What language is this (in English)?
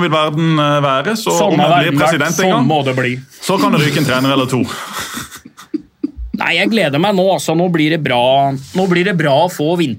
Norwegian